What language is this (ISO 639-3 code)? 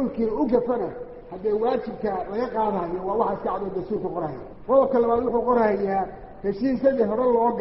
som